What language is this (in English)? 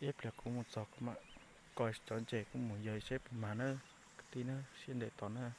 Hmong